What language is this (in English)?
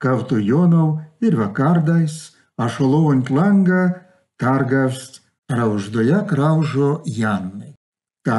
Erzya